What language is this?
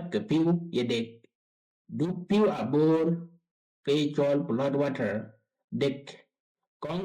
Dinka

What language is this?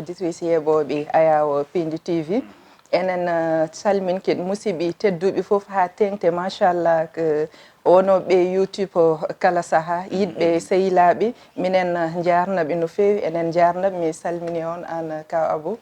Fula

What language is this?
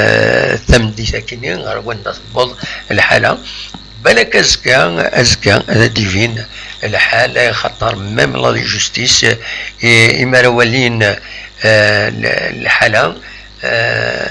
Kabyle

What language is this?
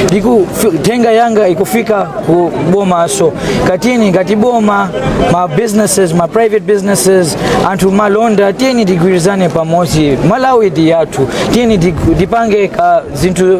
Nyanja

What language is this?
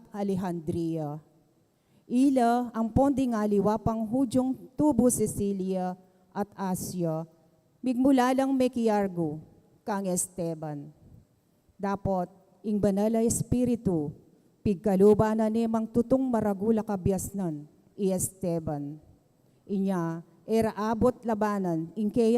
Pampanga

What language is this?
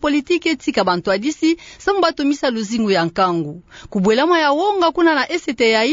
Kituba (Democratic Republic of Congo)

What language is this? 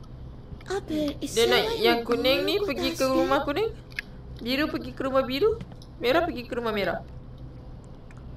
Malay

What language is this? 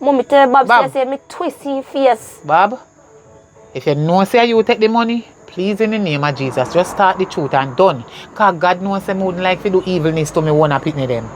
Jamaican Creole English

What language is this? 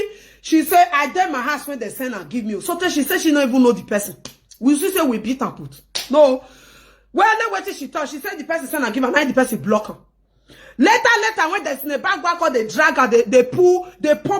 Nigerian Pidgin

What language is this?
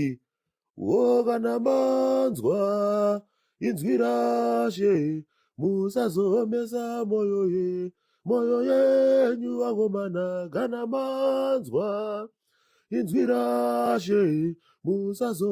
Shona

